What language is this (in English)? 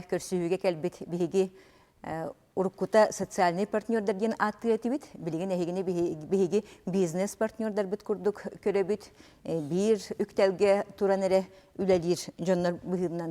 Yakut